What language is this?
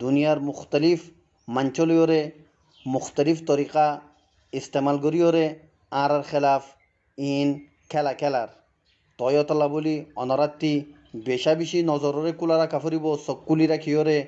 Rohingya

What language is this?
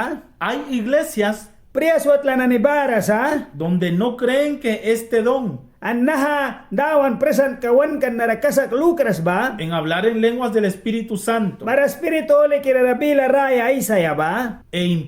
Mískito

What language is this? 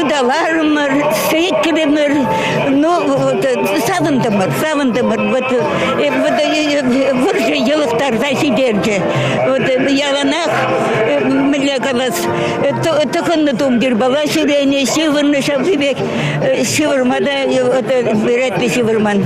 Chuvash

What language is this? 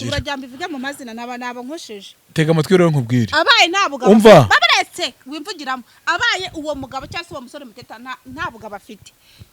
Kinyarwanda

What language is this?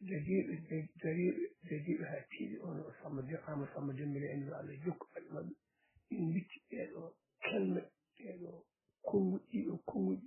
Fula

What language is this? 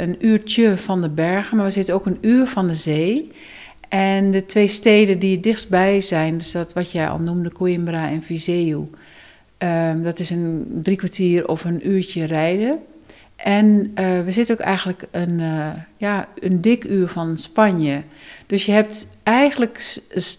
Dutch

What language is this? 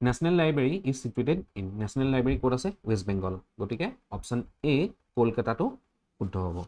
Assamese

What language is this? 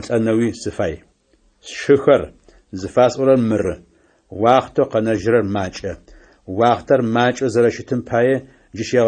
Adyghe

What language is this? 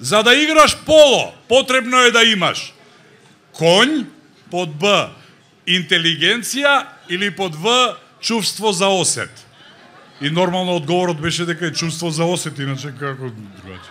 Macedonian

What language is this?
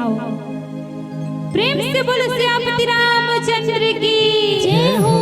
Chhattisgarhi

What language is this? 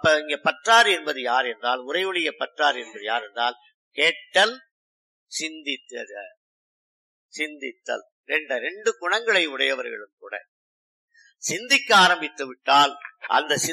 Tamil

